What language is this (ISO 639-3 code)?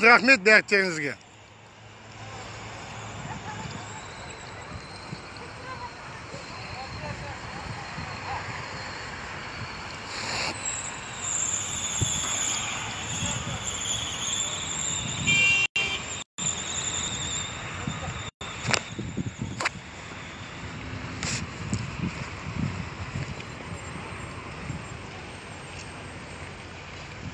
kaz